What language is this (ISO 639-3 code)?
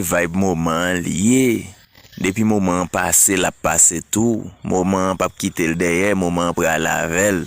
hat